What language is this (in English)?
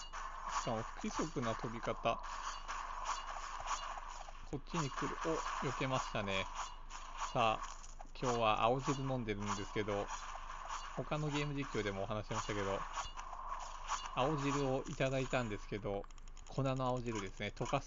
Japanese